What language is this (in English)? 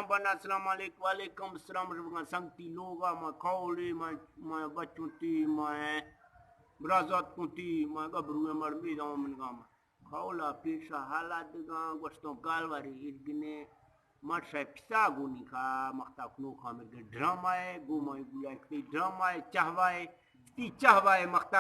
Eastern Balochi